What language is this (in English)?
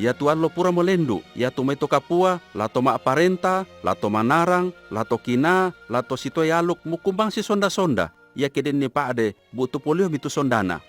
Toraja-Sa'dan